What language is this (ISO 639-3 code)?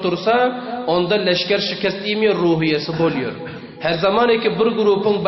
tuk